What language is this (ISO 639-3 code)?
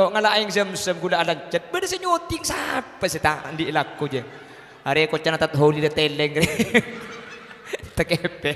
mad